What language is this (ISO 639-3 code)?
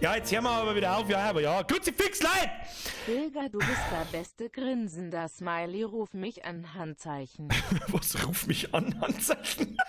bar